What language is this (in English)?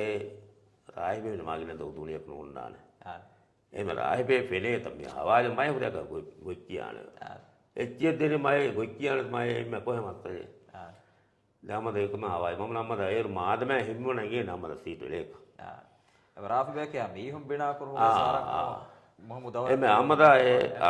Divehi